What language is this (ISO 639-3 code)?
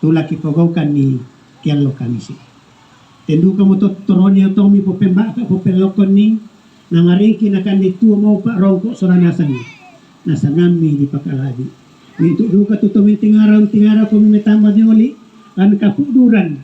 sda